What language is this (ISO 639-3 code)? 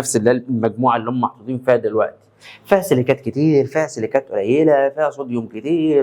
arz